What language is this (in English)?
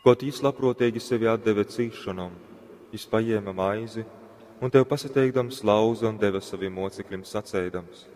Latgalian